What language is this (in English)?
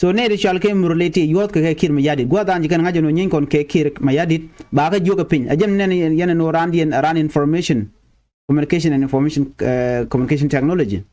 Nuer